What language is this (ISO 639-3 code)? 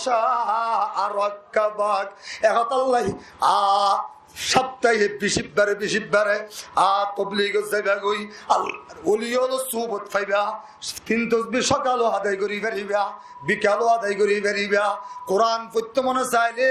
rhg